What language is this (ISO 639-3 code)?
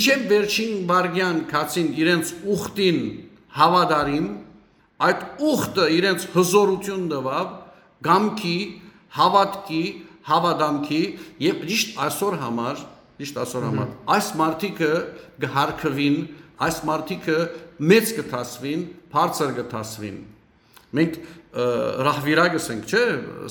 hyw